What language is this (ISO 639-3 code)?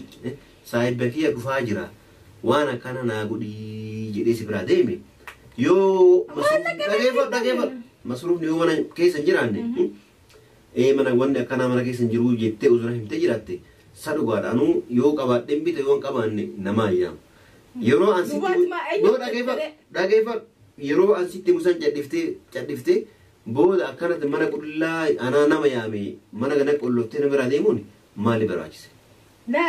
orm